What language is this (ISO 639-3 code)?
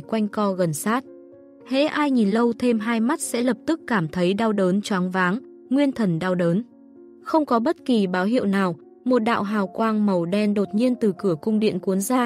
vie